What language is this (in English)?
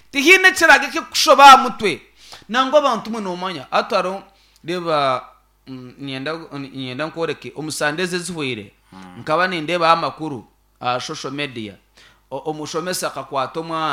Nyankole